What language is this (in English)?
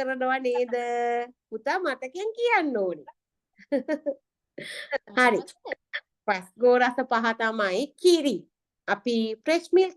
Sinhala